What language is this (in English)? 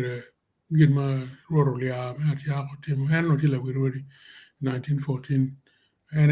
Acoli